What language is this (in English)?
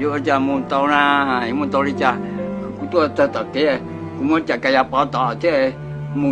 Hmong